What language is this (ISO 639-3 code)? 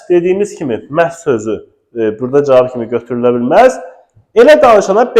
aze